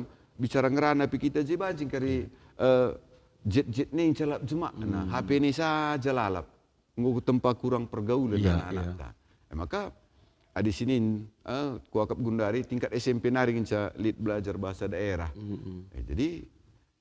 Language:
Batak Karo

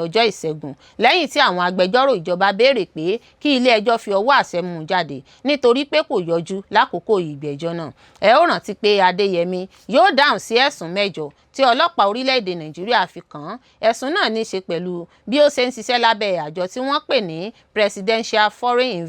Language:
Yoruba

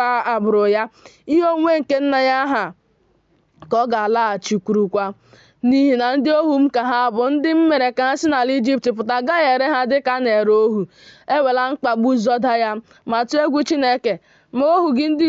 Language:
Igbo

